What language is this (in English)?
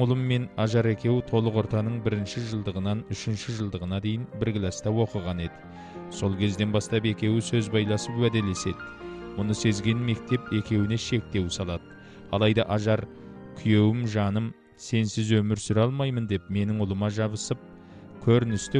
Kazakh